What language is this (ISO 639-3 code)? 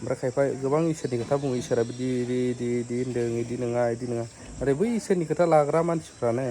brx